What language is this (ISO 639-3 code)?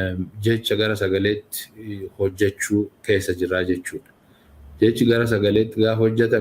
orm